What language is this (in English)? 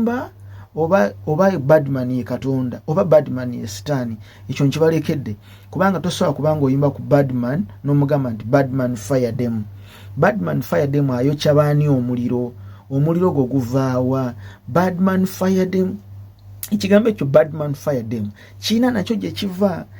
Ganda